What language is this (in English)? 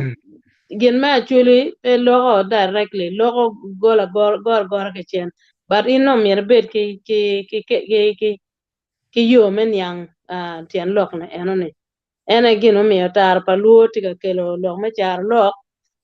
Acoli